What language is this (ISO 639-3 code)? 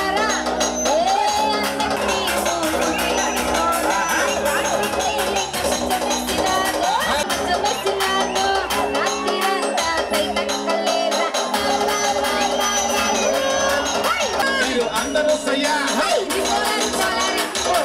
tel